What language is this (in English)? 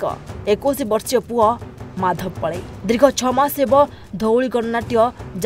Odia